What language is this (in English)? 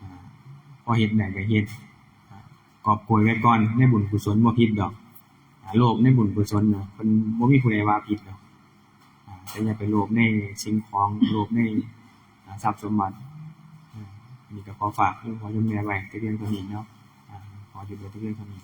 Northeastern Thai